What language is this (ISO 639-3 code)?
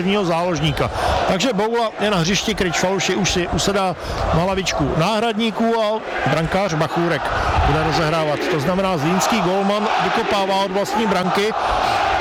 ces